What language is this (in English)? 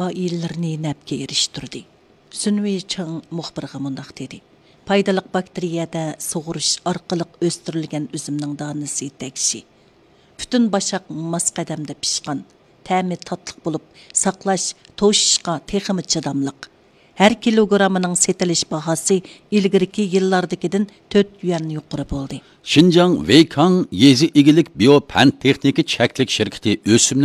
Uyghur